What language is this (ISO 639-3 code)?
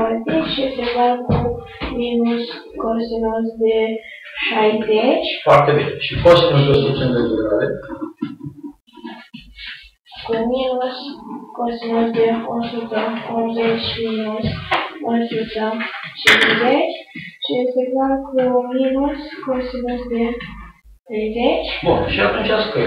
ron